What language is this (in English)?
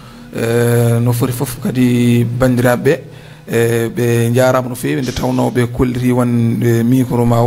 Fula